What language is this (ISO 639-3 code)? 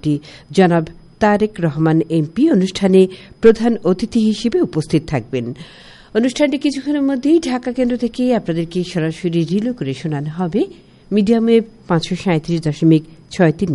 ben